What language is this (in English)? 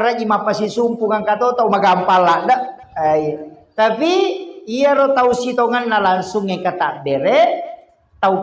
Buginese